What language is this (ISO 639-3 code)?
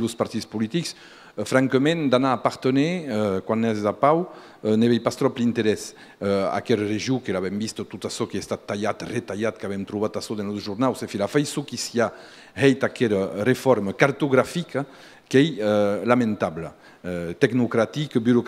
oci